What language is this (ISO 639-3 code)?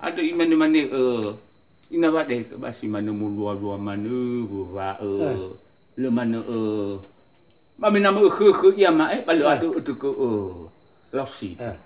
nia